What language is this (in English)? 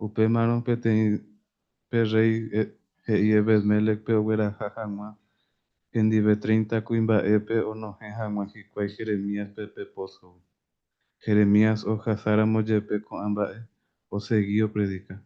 Guarani